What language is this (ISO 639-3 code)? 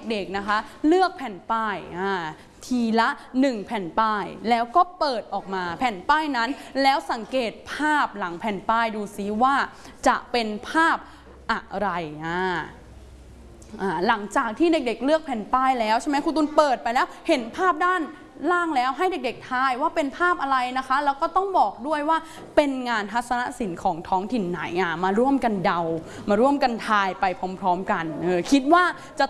tha